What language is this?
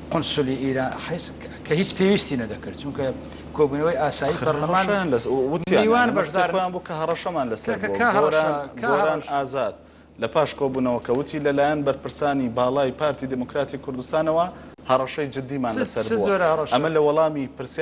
Central Kurdish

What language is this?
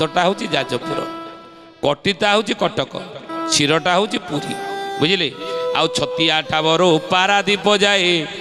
Odia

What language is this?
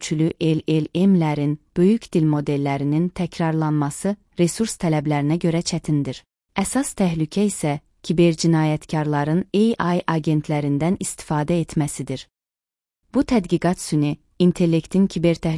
Azerbaijani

